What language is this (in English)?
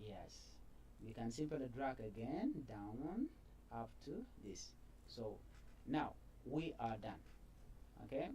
Nuer